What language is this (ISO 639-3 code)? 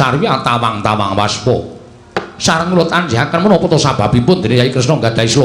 jav